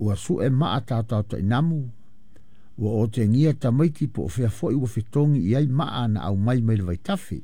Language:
Samoan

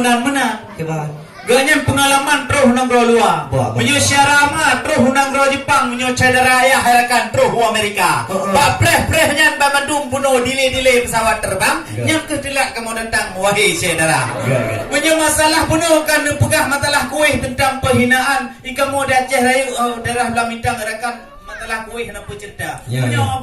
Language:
Achinese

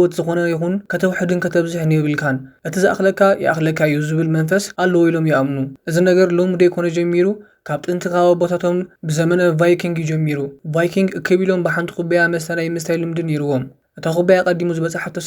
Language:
Tigrinya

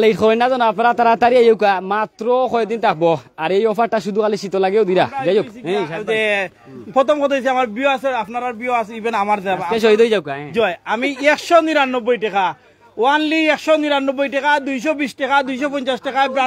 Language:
Sylheti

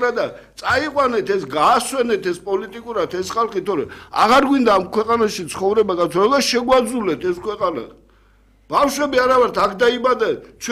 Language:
Georgian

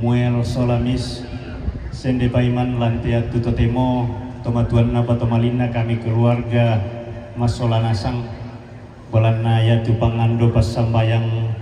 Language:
Toraja-Sa'dan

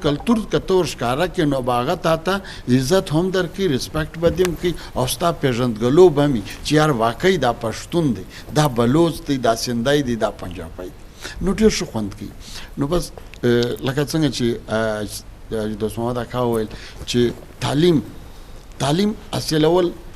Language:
Eastern Balochi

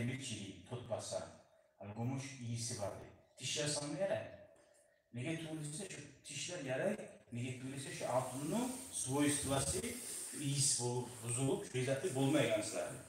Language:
Kumyk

